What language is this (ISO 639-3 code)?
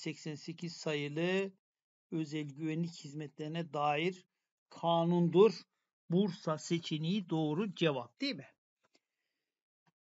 tur